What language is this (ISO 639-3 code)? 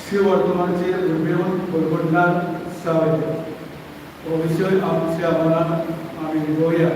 kok